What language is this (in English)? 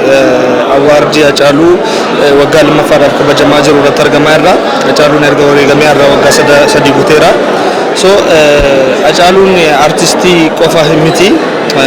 Oromo